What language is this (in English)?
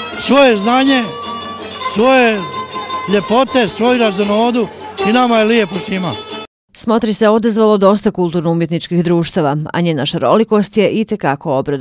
Bosnian